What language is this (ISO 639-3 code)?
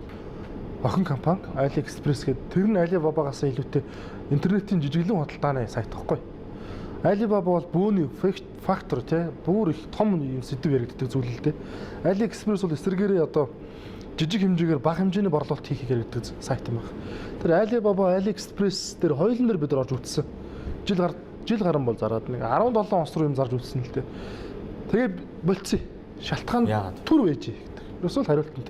mon